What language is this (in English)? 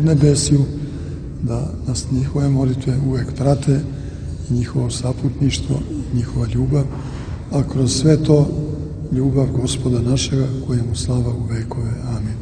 Serbian